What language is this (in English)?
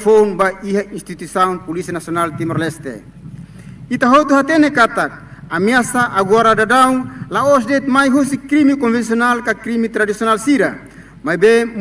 Tetum